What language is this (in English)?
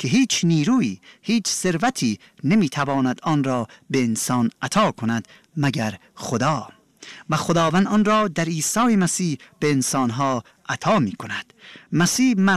Persian